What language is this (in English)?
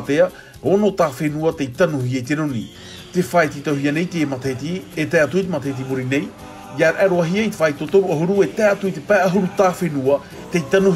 Tahitian